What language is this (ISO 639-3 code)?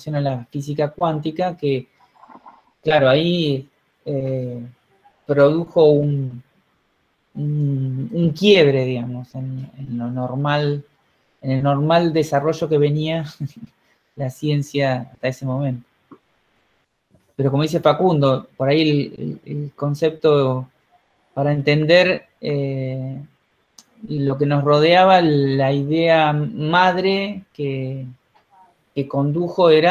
spa